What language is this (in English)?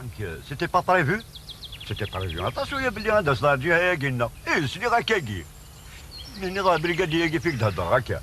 Kabyle